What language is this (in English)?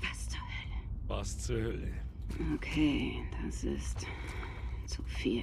Bavarian